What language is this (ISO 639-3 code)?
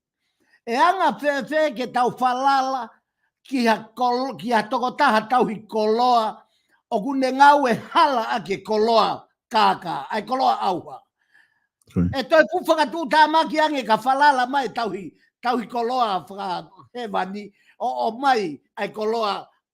ton